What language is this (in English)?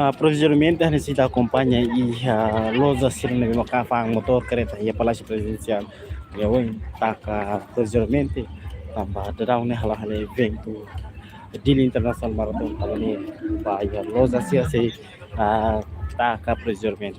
Tetum